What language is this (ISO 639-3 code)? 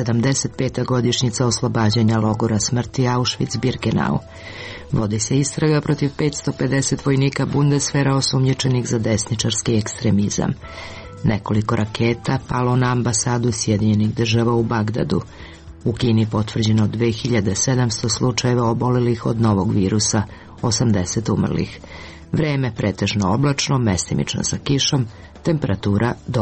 srp